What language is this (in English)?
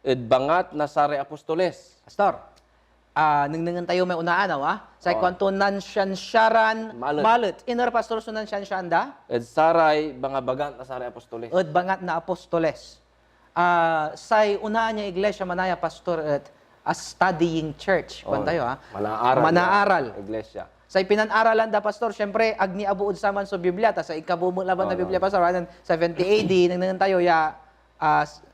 Pangasinan